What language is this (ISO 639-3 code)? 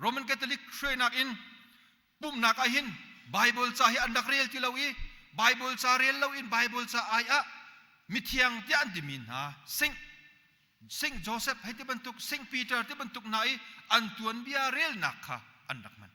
cnh